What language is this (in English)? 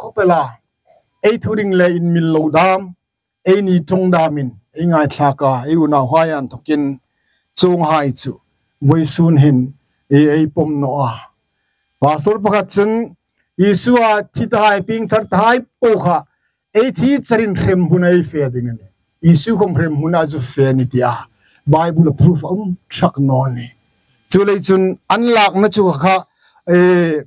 Hmar